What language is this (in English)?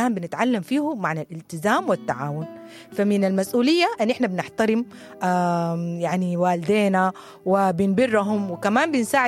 Sudanese Arabic